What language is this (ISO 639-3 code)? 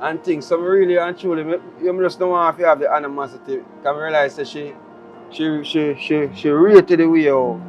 jam